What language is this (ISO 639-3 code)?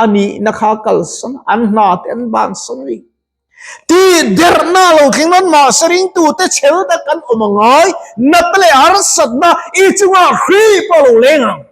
lus